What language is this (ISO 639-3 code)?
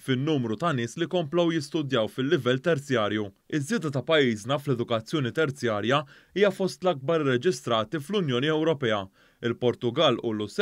mlt